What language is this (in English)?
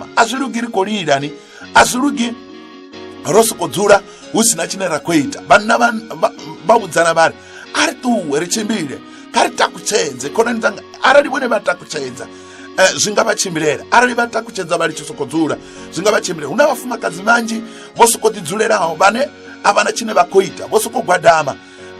Venda